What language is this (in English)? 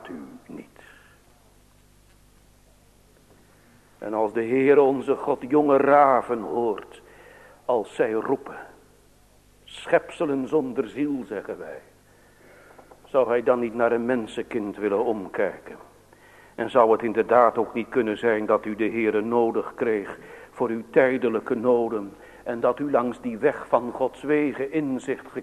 Dutch